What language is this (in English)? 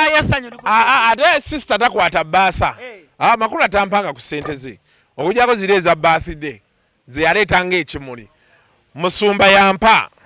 Ganda